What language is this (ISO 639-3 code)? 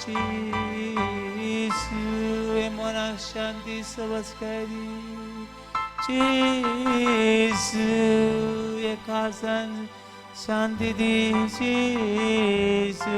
kok